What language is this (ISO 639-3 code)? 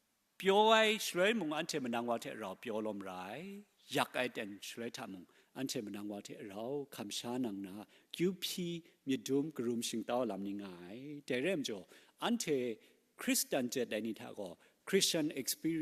kac